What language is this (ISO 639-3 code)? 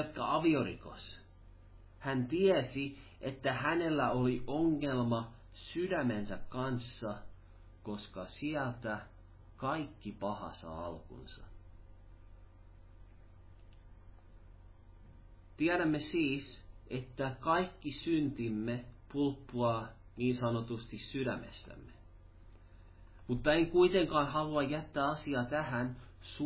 fin